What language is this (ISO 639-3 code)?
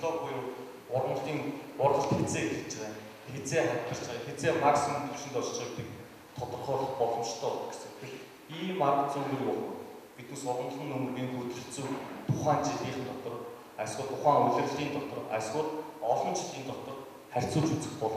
mon